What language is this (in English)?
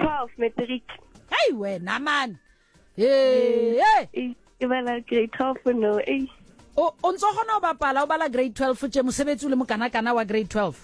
Southern Sotho